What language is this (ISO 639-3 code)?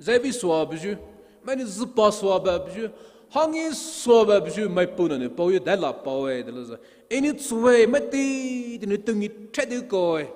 pmx